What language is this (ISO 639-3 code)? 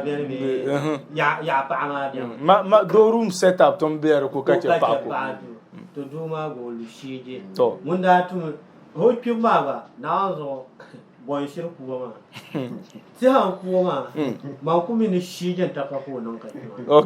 dag